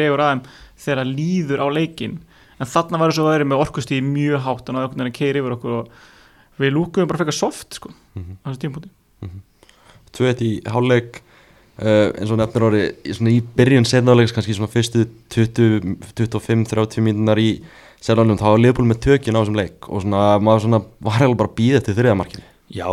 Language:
Icelandic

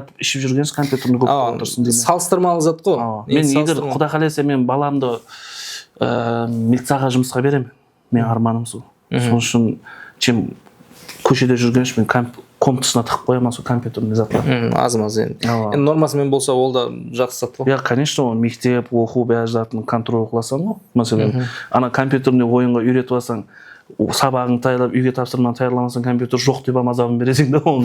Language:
Kara-Kalpak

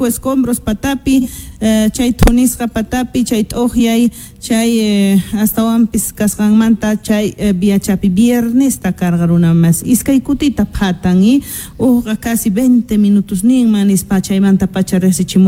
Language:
Quechua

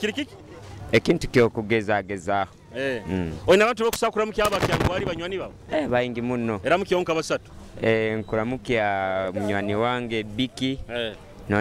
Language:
Nyoro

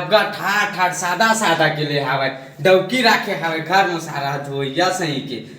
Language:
Chhattisgarhi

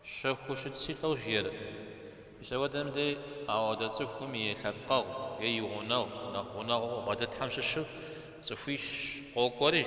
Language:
Kabardian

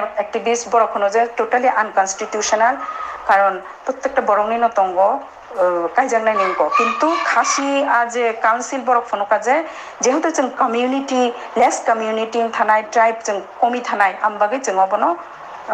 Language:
Kok Borok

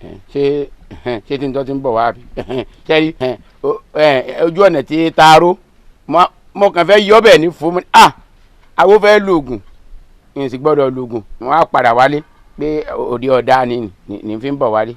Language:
Yoruba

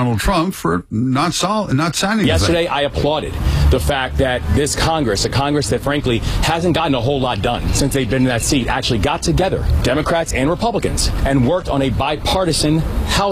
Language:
English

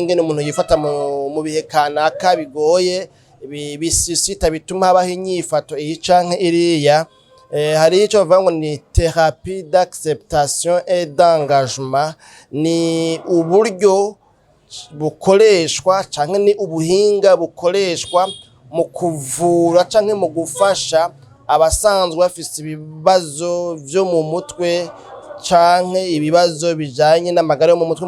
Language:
Rundi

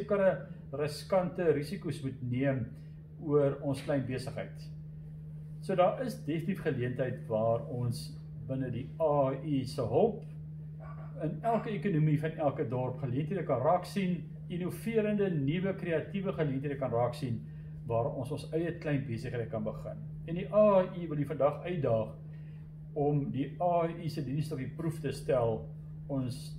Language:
Afrikaans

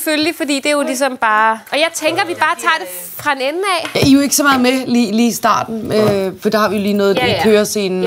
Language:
Danish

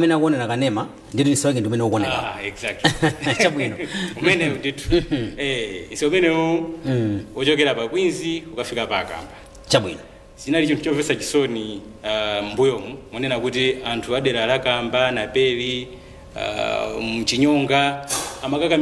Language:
Nyanja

